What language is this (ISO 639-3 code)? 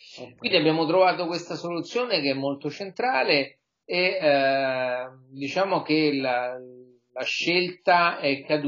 ita